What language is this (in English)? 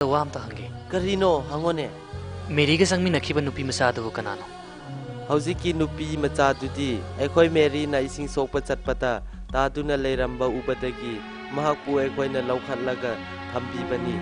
Manipuri